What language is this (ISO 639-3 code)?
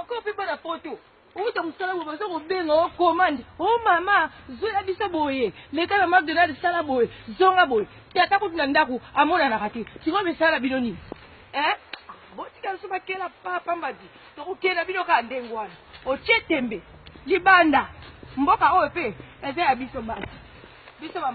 lin